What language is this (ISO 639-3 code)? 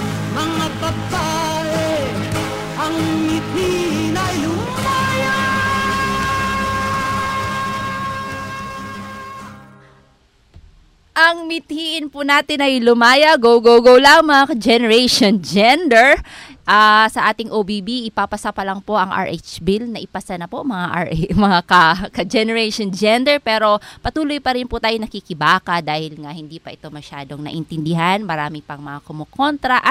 fil